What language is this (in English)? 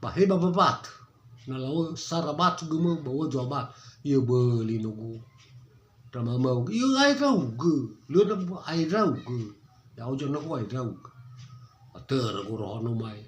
Nias